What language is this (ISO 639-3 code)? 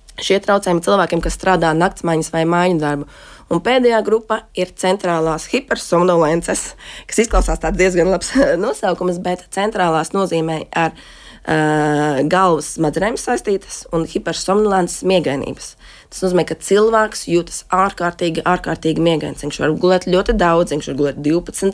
lav